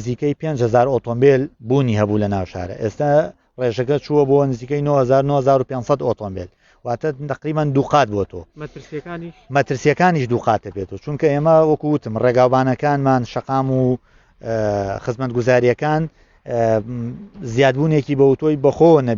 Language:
Central Kurdish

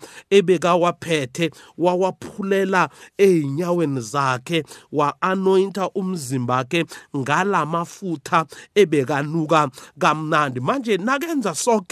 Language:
South Ndebele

